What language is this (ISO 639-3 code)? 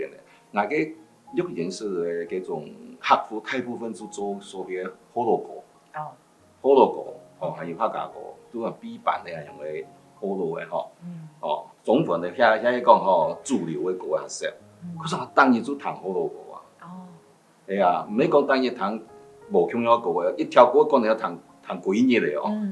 hak